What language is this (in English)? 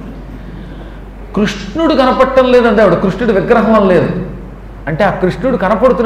Telugu